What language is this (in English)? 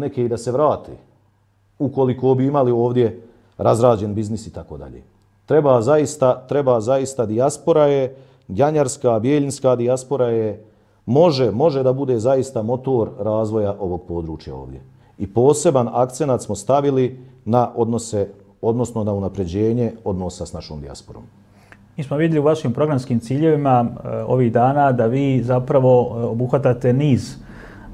Bosnian